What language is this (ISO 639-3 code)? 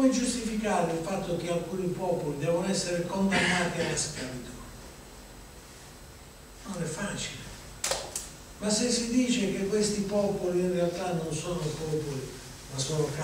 ita